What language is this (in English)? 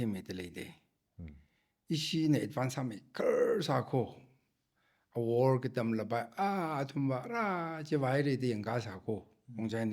Tangkhul Naga (India)